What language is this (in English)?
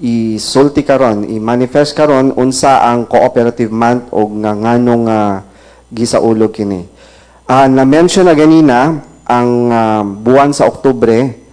Cebuano